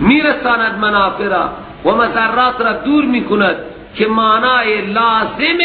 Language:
Persian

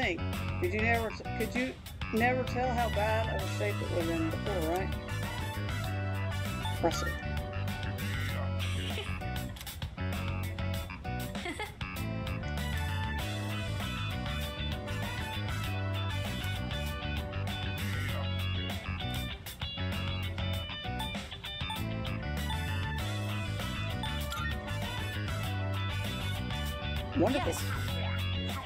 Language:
English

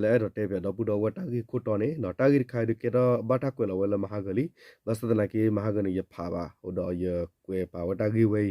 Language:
S'gaw Karen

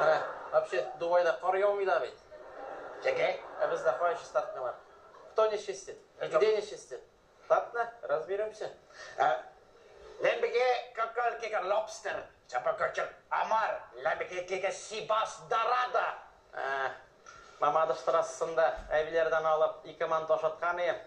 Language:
Tatar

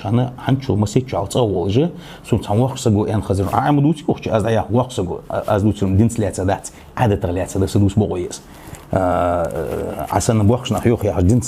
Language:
Ingush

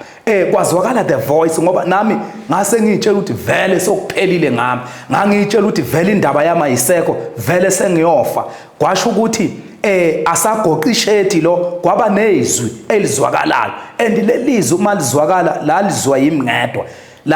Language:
Zulu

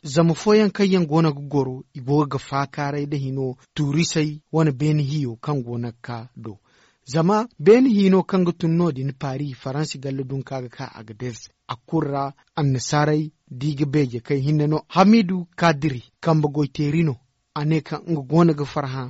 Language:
Zarma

